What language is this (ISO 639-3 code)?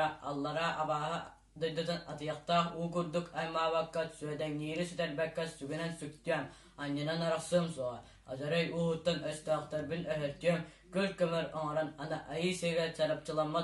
sah